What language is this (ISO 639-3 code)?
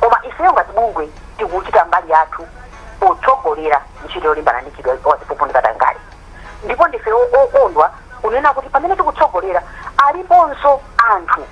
nya